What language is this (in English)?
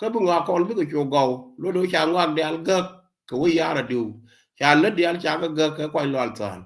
Nuer